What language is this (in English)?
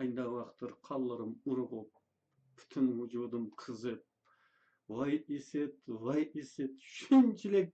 Uyghur